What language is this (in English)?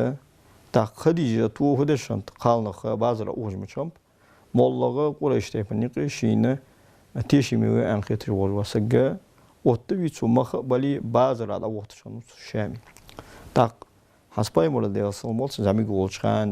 Ingush